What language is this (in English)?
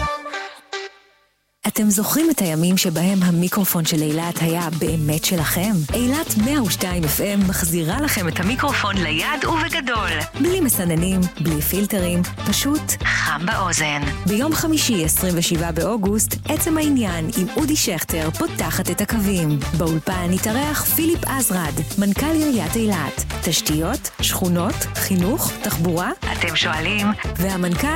Hebrew